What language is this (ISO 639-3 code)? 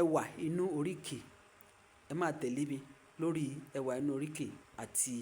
yor